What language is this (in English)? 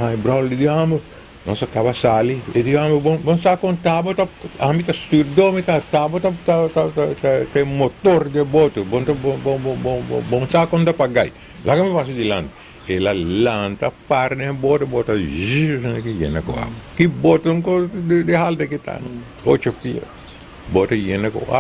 Papiamento